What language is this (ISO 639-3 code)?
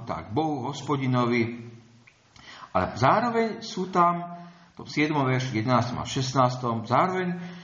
slk